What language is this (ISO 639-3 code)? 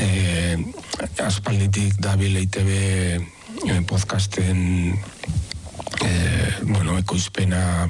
eus